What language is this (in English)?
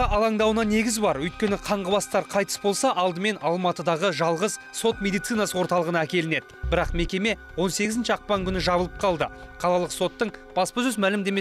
Kazakh